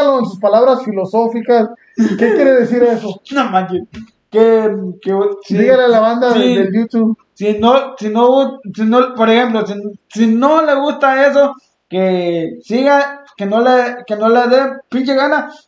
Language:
Spanish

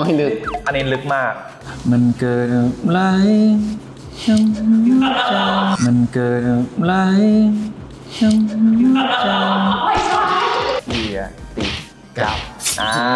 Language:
Thai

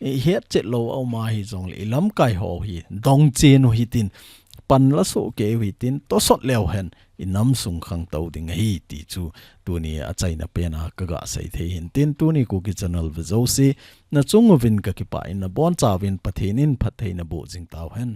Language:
Thado Chin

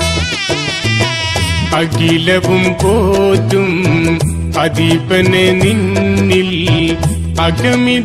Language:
Malayalam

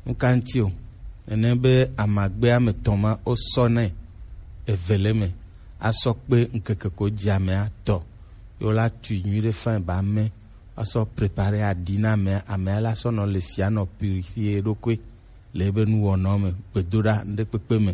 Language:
Gen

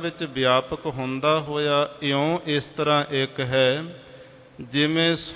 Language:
Punjabi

